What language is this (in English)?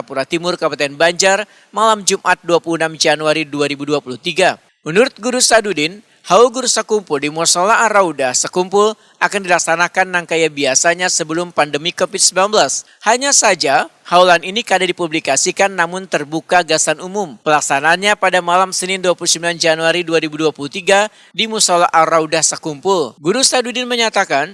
Banjar